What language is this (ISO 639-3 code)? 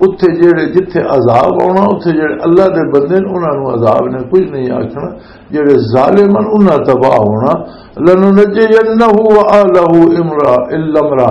lah